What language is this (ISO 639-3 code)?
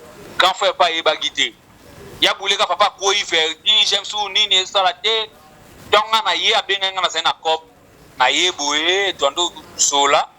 lin